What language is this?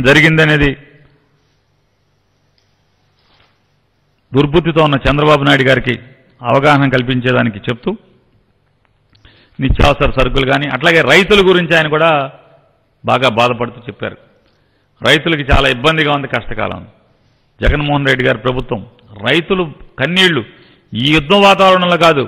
Telugu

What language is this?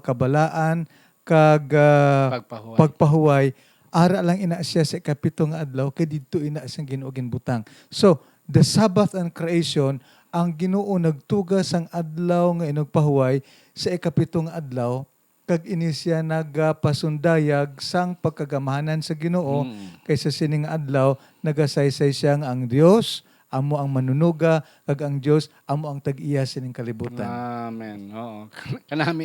Hiligaynon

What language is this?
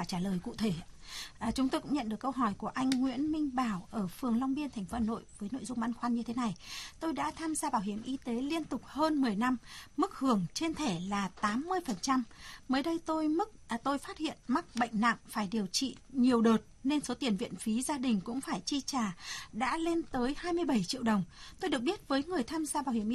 Vietnamese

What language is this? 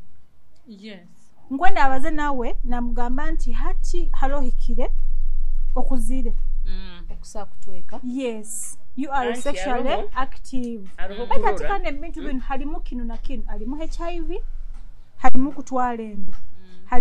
Nyoro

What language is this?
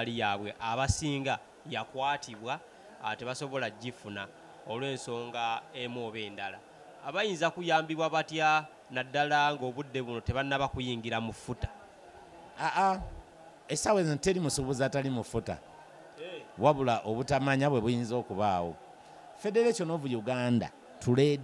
Ganda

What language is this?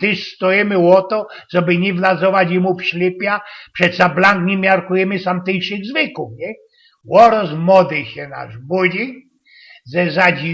Silesian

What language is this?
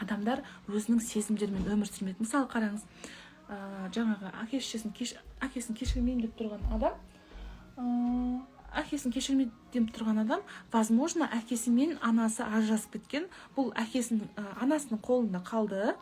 Kazakh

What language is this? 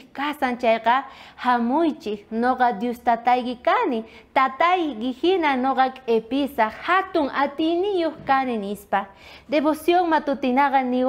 South Bolivian Quechua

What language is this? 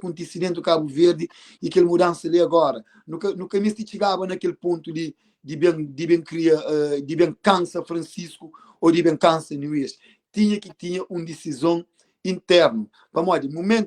Kabuverdianu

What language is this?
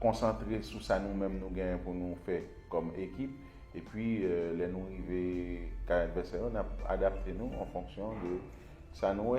Haitian Creole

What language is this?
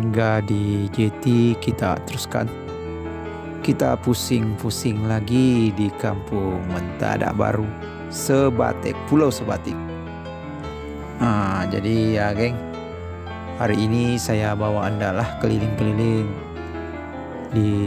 Malay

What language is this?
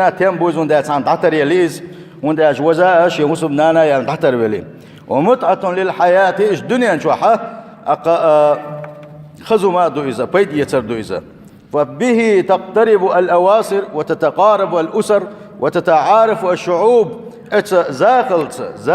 Chechen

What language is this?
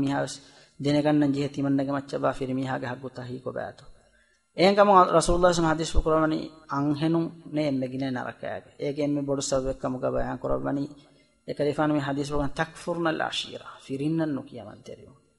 Divehi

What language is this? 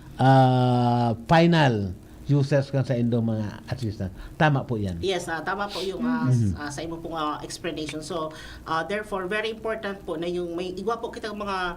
Bikol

